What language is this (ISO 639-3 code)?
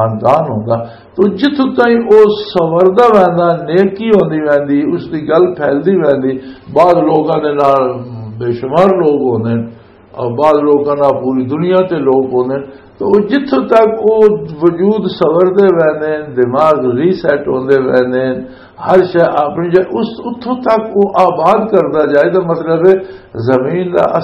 lah